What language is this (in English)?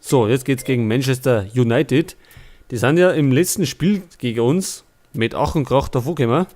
Bavarian